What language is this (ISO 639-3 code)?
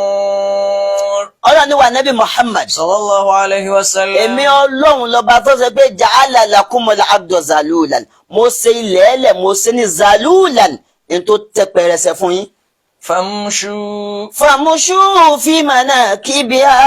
yor